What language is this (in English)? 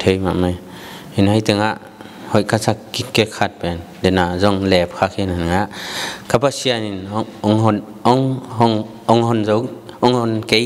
Tedim Chin